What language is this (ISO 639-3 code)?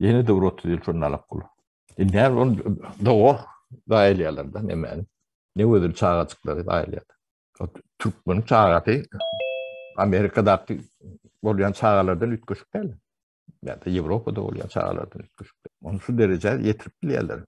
tuk